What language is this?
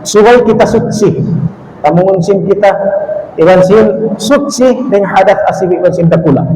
Tausug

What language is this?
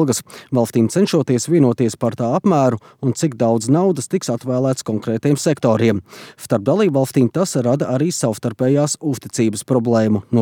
Latvian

